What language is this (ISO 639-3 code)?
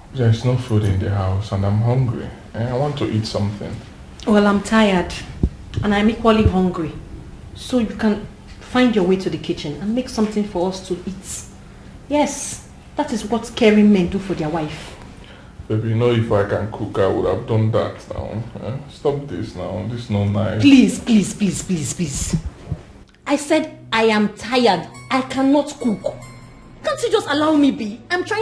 pcm